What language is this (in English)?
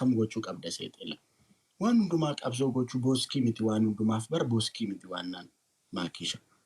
Oromo